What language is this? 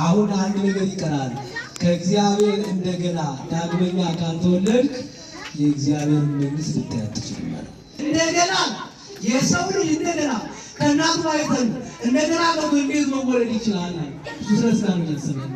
Amharic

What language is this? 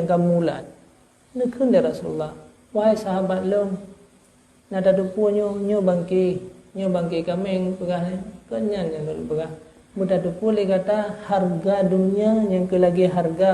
Achinese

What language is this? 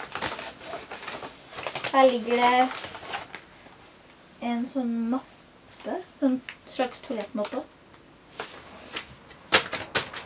Norwegian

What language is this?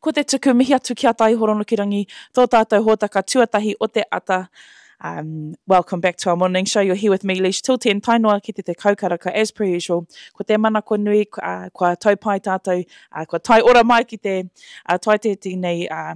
Māori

